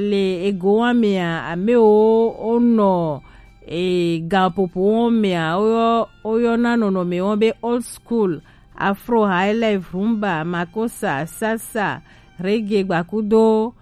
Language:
Gen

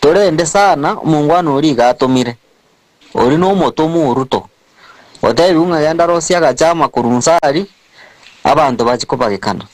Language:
Gusii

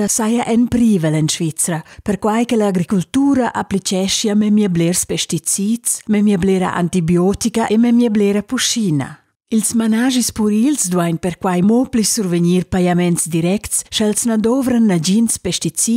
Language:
Romansh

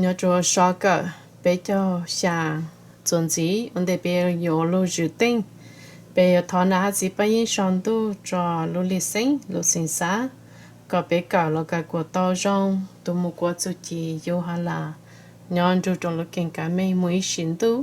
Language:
Hmong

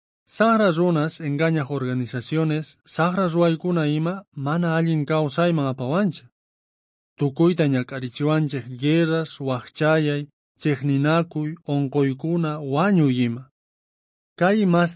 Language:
South Bolivian Quechua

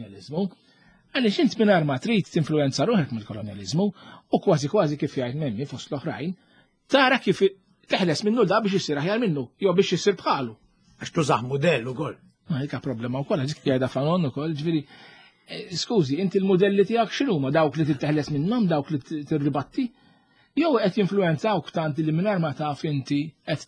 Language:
Maltese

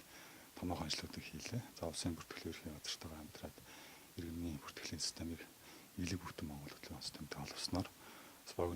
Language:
Mongolian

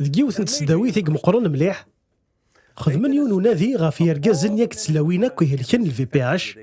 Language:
Kabyle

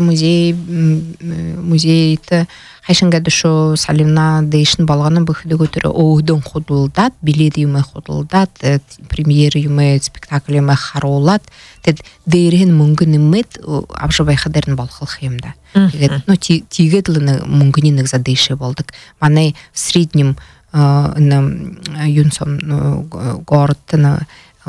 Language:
Buriat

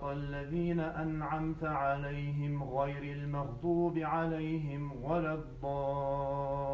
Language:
Adyghe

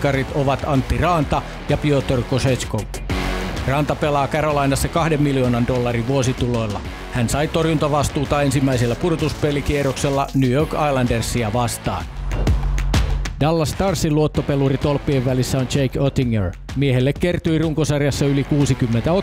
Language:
Finnish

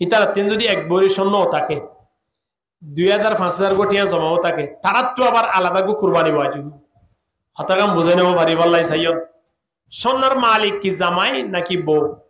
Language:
Rohingya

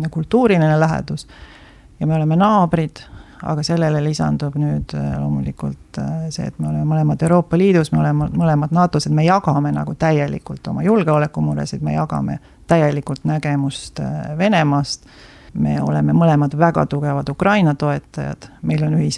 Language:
Estonian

